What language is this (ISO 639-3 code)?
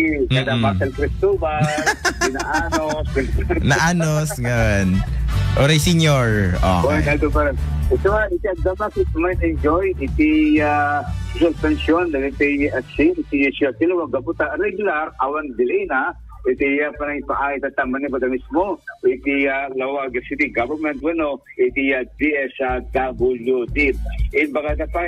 ilo